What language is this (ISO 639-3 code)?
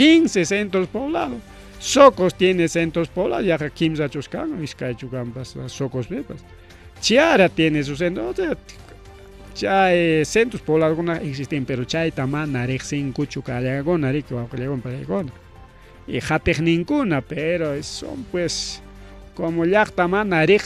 quy